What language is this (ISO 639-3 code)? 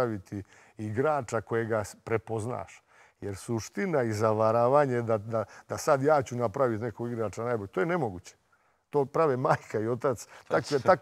srp